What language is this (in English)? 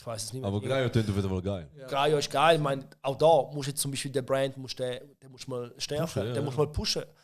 Swiss German